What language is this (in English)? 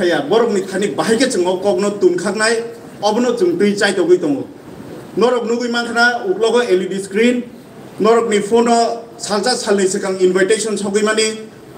Kok Borok